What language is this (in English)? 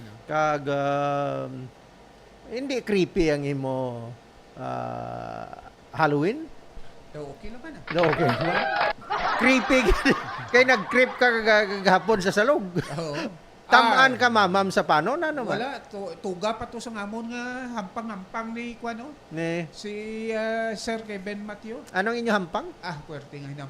Hiligaynon